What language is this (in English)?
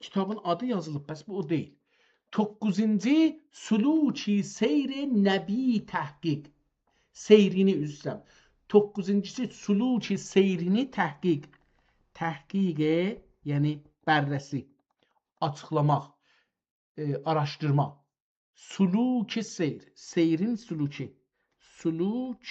South Azerbaijani